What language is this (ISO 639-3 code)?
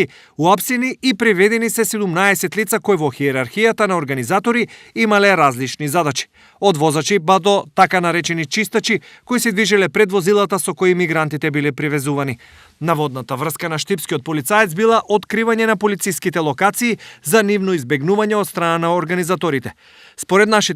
mkd